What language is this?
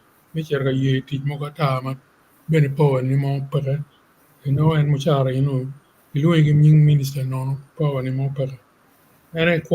Acoli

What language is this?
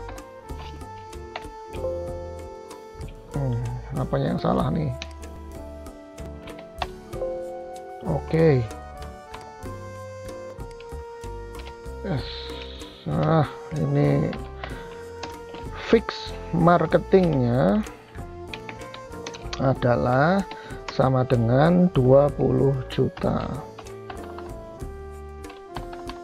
Indonesian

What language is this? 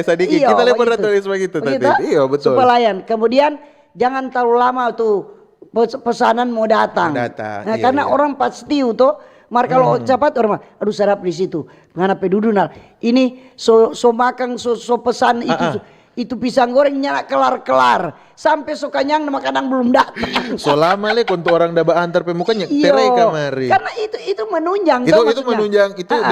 Manado Malay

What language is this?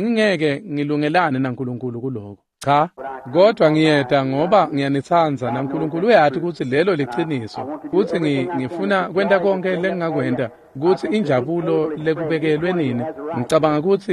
Swati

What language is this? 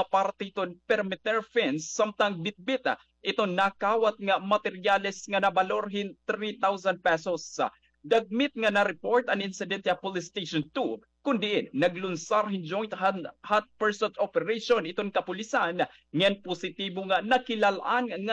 Waray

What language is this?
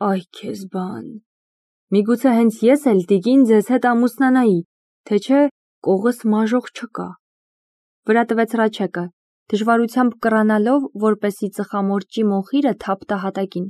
Armenian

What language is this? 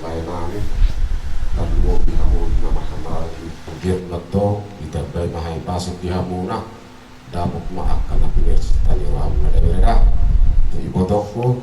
Batak Toba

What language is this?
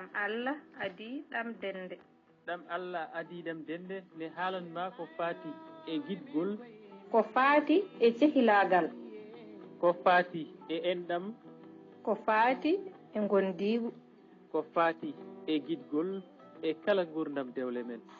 Fula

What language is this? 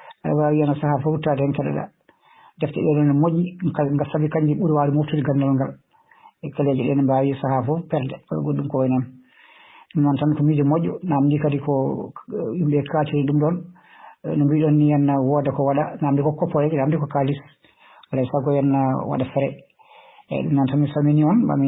Fula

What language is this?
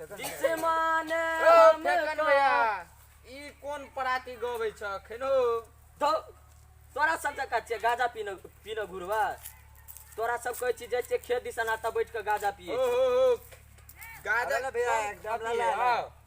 Maithili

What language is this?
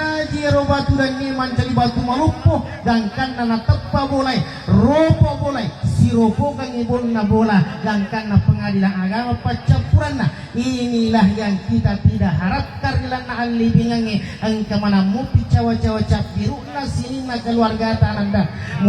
Buginese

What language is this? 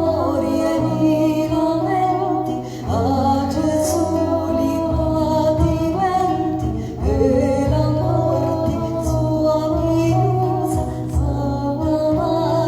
Sicilian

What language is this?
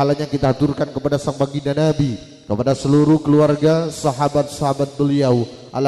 Madurese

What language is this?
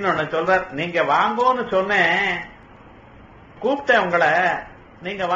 Tamil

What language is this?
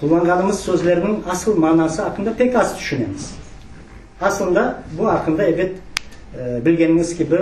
Crimean Tatar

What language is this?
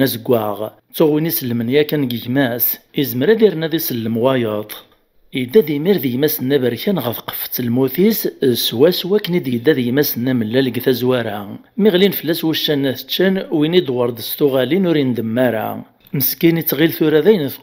Kabyle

